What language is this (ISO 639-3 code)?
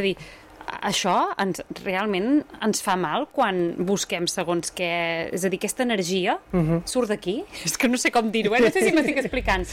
cat